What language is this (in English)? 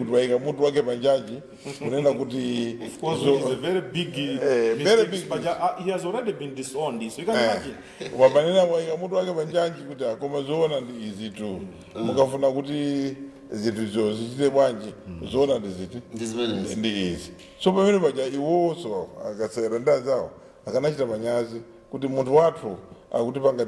Nyanja